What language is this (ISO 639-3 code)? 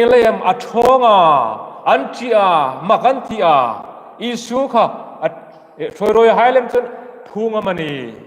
hmr